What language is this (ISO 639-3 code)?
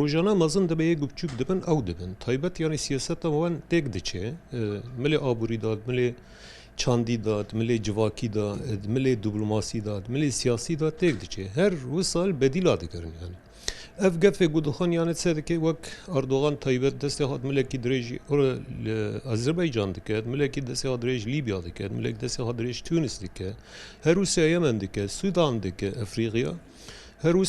kur